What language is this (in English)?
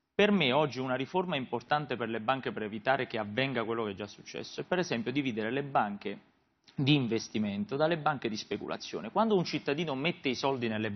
Italian